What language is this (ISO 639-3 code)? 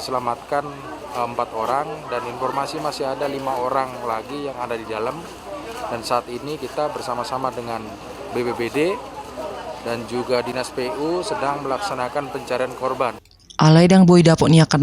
bbc